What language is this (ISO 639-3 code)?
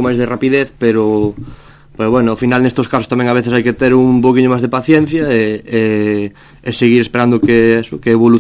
glg